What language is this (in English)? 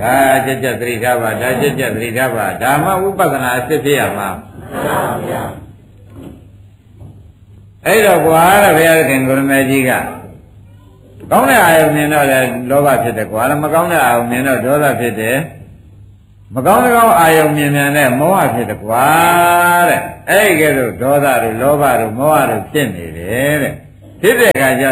Burmese